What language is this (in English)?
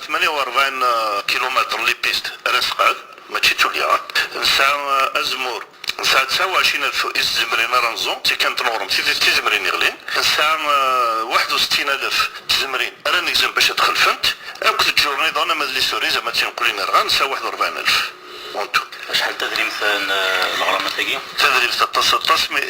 Kabyle